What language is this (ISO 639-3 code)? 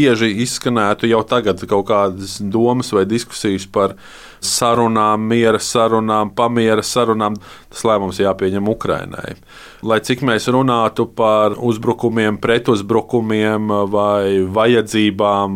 lav